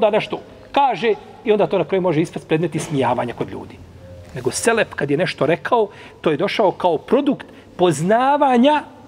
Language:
Bosnian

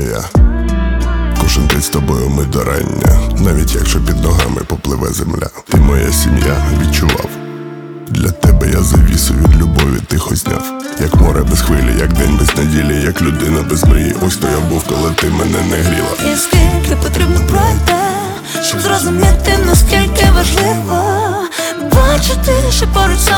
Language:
Ukrainian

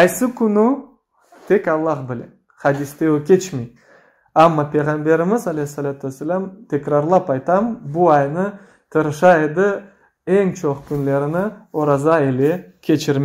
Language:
Crimean Tatar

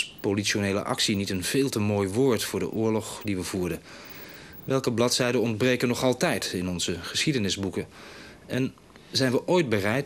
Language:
Dutch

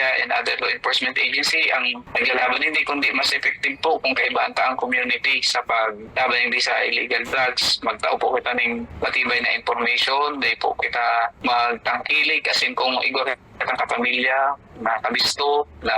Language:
Bikol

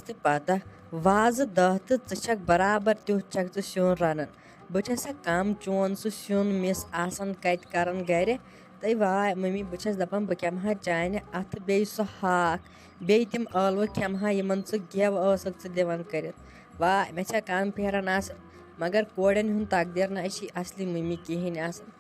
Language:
Kashmiri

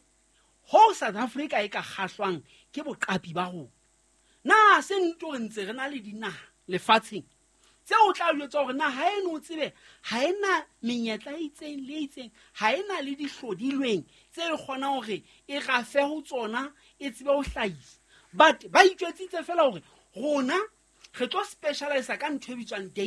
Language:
Southern Sotho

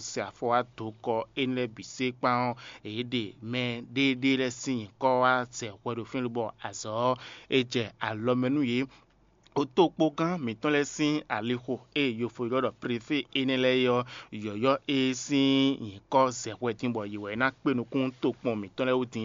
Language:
Fon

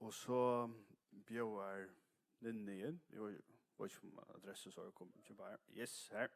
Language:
Faroese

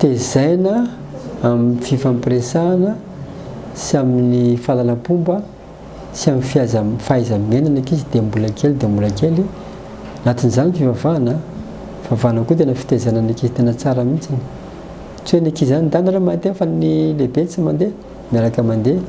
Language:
Malagasy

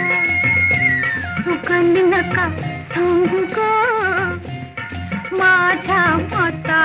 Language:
Marathi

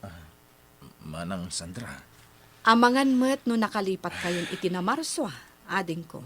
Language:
Iloko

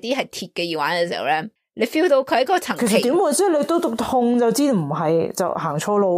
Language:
Cantonese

